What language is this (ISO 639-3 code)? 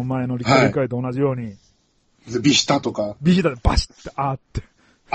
jpn